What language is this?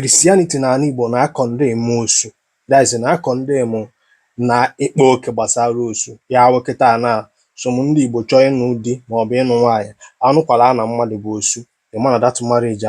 Igbo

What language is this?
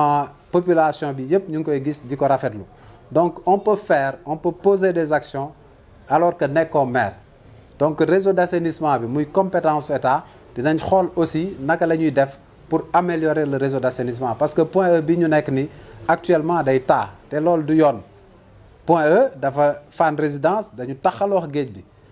Wolof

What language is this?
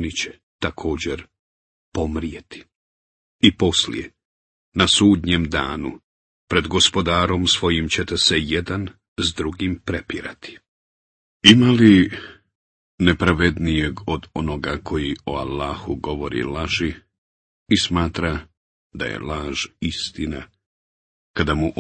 Bosnian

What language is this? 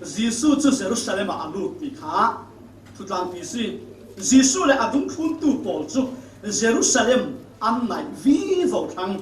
Falam Chin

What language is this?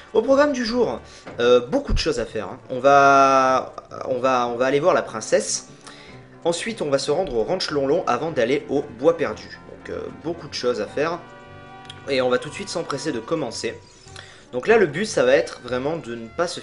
French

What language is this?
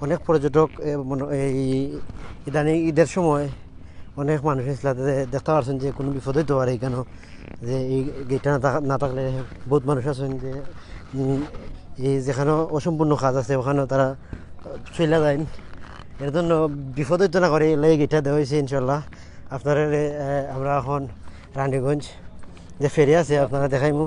Sylheti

